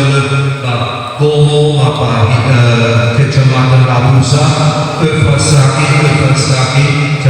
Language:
Nias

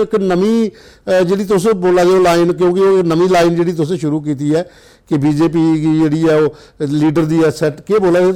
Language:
Dogri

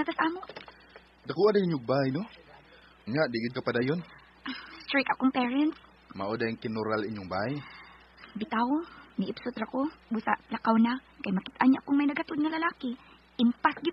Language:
Cebuano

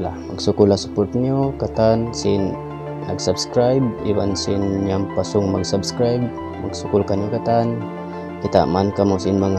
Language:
Tausug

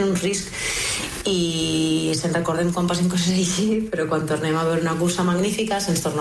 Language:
Catalan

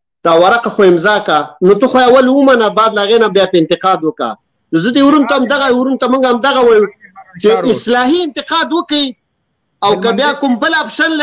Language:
Pashto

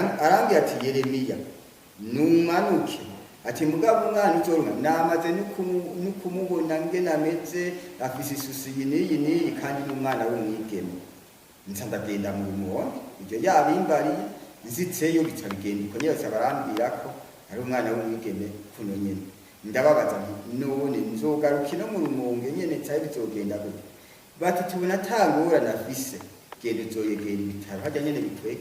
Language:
Rundi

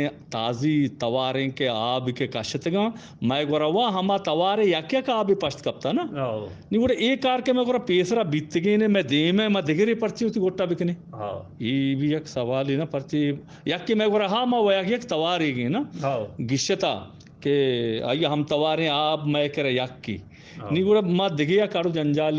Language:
Eastern Balochi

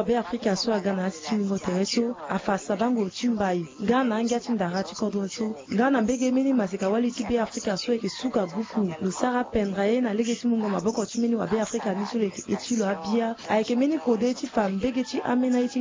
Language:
Sango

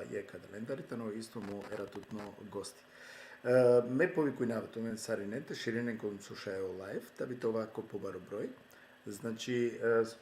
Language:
Balkan Romani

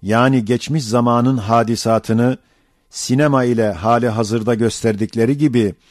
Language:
Ottoman Turkish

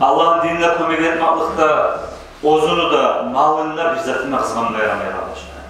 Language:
Kumyk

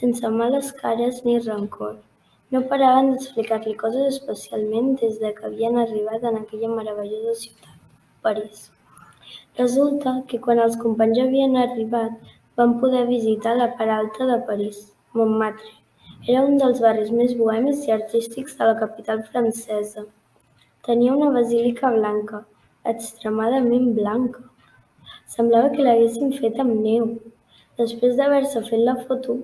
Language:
Catalan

